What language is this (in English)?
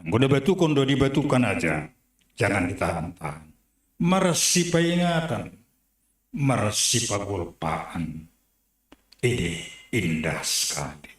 Batak Simalungun